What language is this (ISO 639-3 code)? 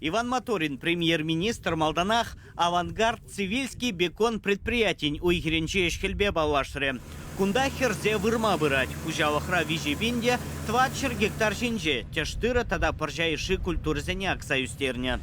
chv